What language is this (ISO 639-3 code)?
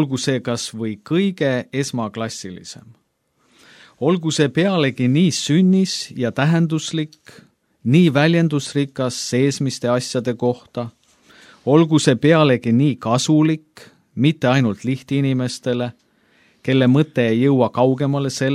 est